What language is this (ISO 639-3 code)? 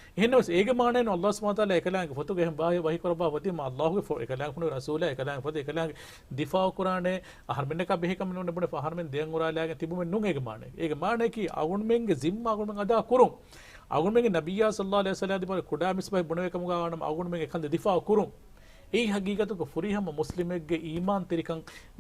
div